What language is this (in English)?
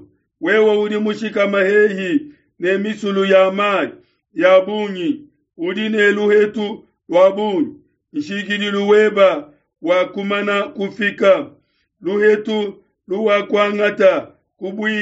Luba-Lulua